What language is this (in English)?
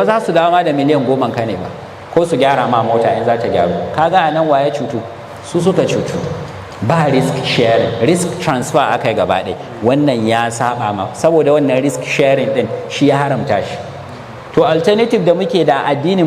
Hausa